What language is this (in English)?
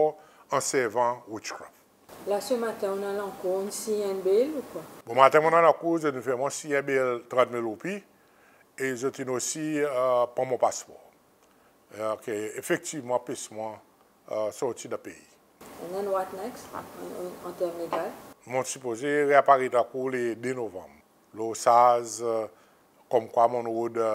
Seselwa Creole French